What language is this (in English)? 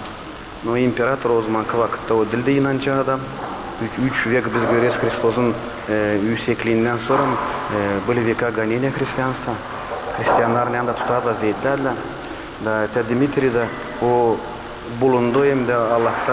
Gagauz